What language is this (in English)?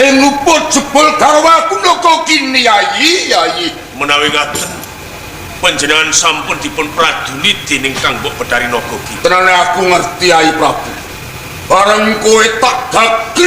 Javanese